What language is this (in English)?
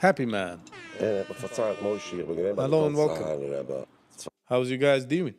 Yiddish